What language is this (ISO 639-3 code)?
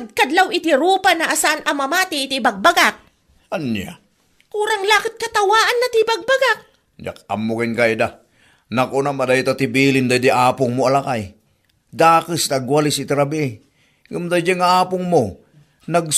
ilo